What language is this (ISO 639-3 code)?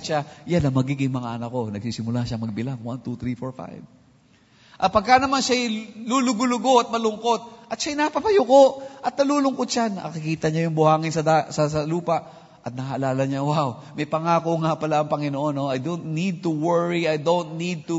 fil